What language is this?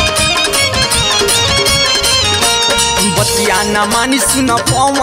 Bhojpuri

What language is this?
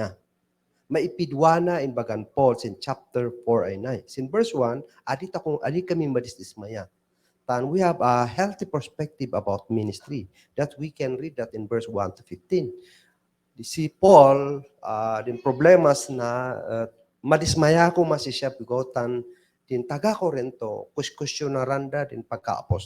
Kankanaey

